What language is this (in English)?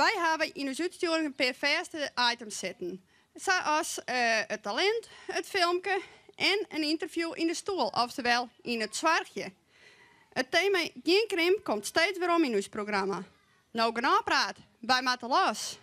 Western Frisian